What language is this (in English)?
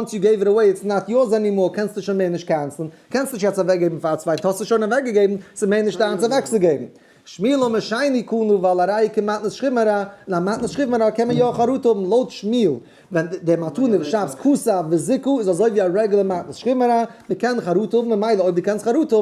Yiddish